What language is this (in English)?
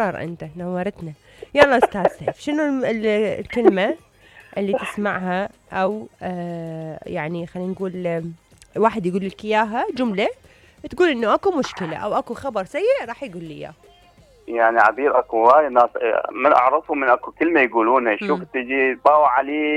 Mesopotamian Arabic